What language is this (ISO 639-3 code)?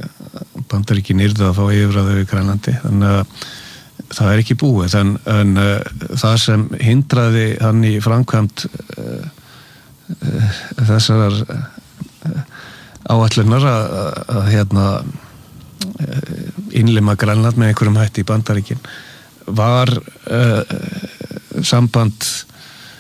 isl